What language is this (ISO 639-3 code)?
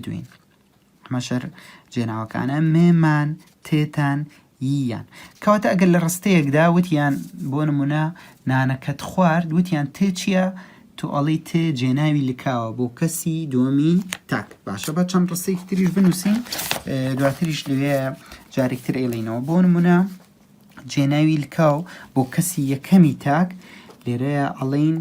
ckb